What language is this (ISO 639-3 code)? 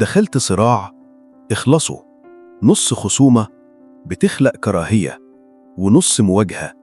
arz